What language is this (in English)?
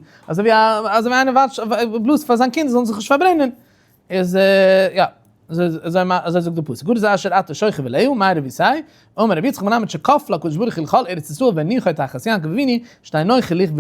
Yiddish